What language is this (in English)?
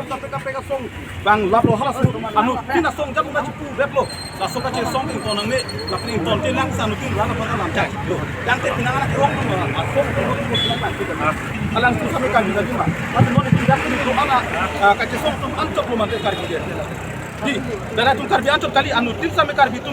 Karbi